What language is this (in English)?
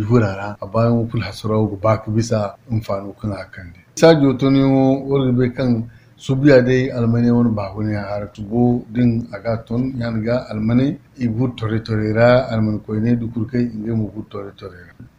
Zarma